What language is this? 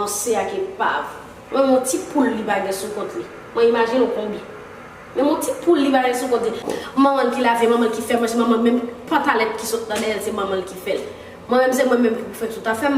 Haitian Creole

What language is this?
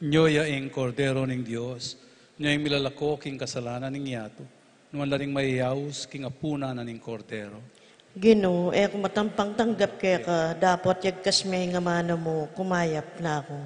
Pampanga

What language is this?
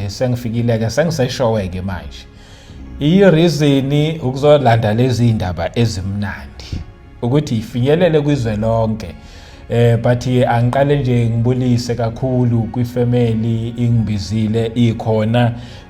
Zulu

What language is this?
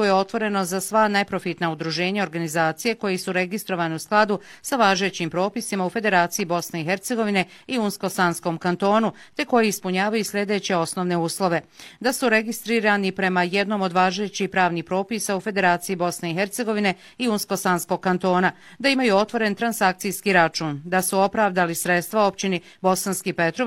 Bosnian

